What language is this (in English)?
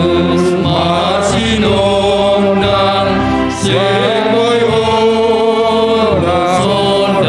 Batak Simalungun